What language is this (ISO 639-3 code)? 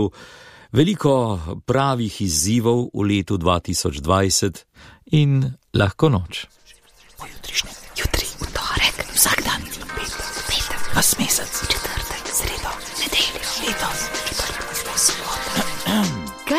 slv